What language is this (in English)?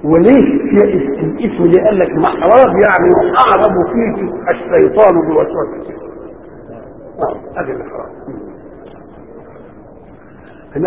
Egyptian Arabic